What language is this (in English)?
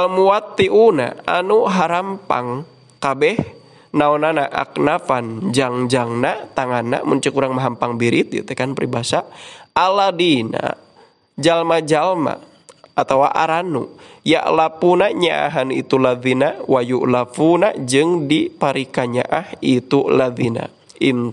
Sundanese